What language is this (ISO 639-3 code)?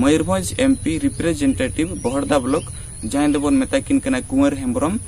sat